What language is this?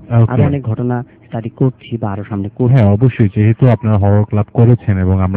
Bangla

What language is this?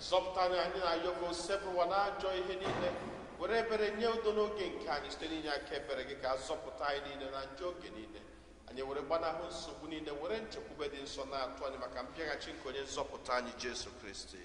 Igbo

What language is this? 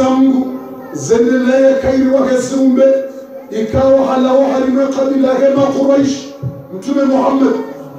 Ngazidja Comorian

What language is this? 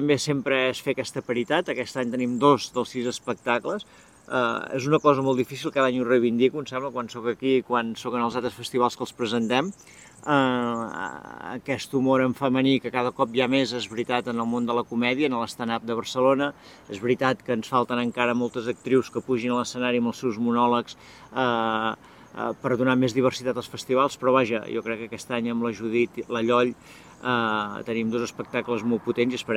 Catalan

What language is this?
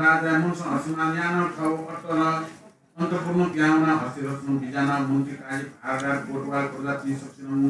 Newari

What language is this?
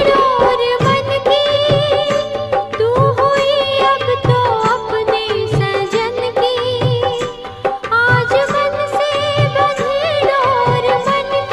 Hindi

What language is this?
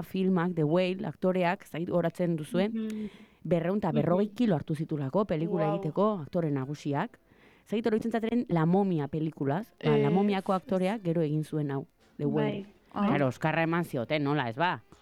Basque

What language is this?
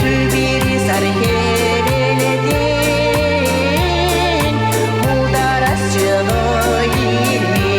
Chuvash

